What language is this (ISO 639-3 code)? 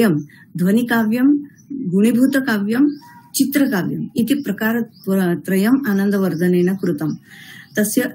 san